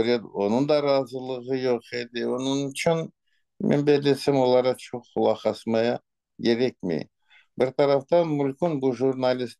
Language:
Crimean Tatar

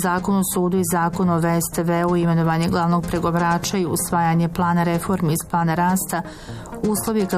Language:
Bosnian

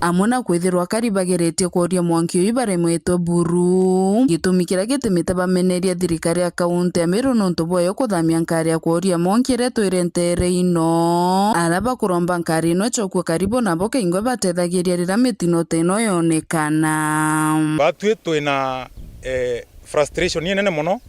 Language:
Meru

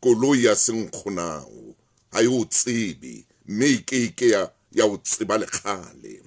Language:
Southern Sotho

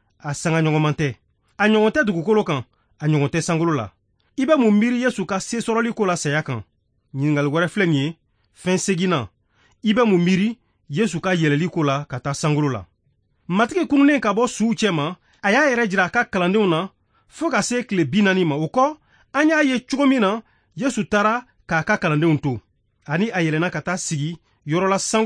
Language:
Bambara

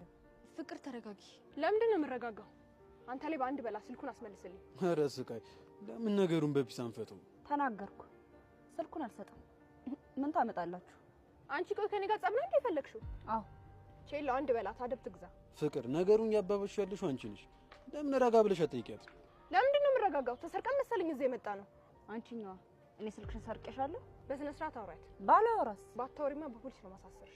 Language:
Amharic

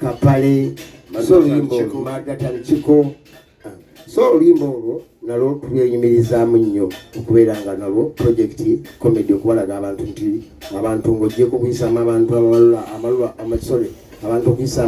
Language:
Ganda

